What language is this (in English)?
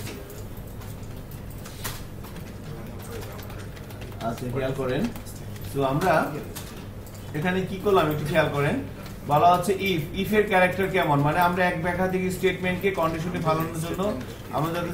Bangla